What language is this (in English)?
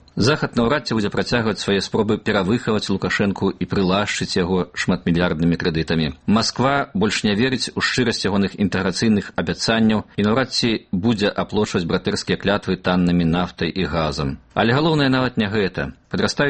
Belarusian